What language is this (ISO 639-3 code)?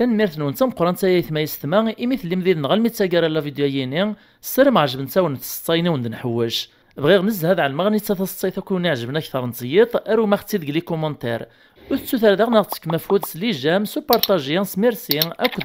kab